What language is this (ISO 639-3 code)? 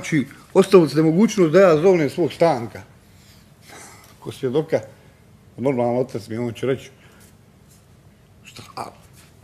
bos